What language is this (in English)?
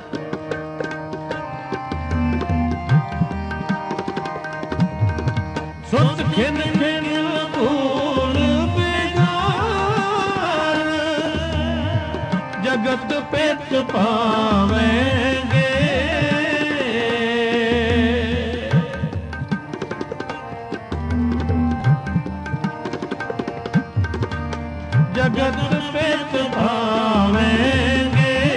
Punjabi